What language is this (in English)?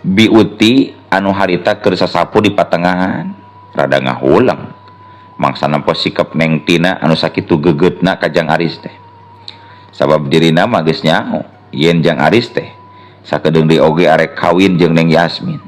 Sundanese